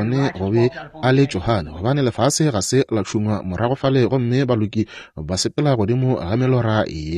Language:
Northern Sotho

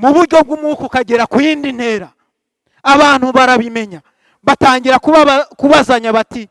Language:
Kinyarwanda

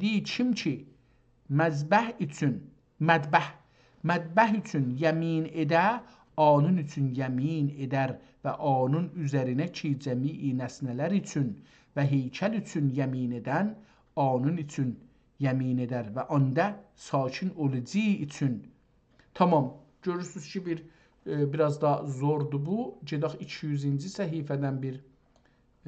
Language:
South Azerbaijani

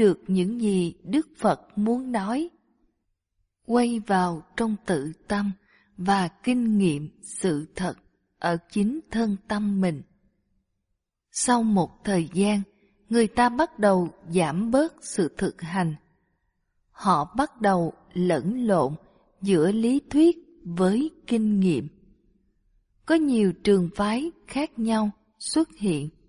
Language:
Vietnamese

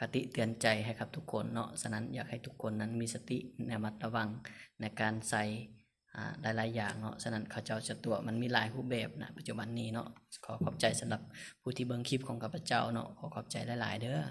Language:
Lao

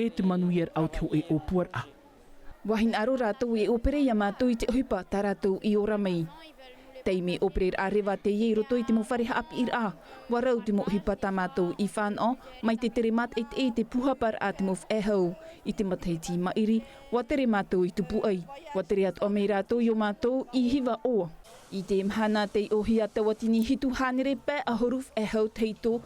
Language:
Tahitian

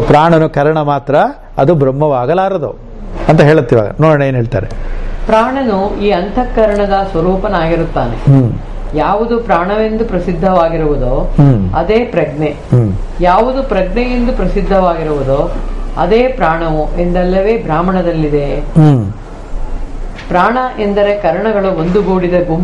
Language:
Kannada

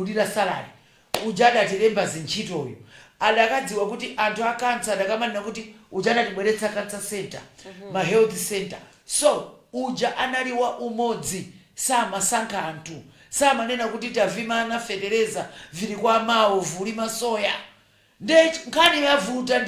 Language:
Nyanja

